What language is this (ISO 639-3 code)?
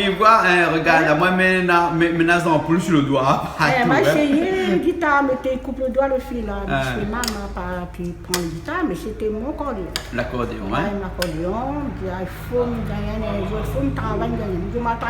rcf